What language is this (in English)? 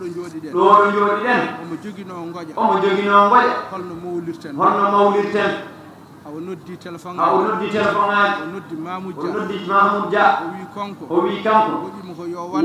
Fula